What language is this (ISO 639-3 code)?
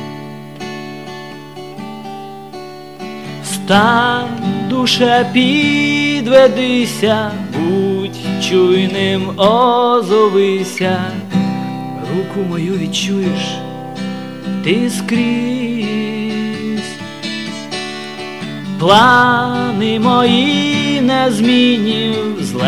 ukr